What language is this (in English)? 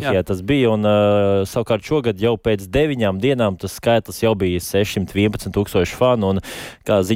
Latvian